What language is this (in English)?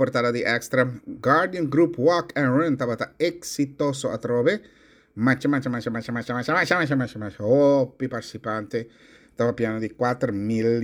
Papiamento